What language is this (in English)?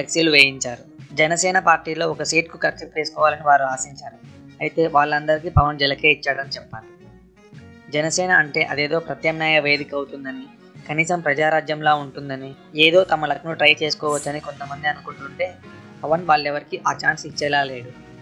Telugu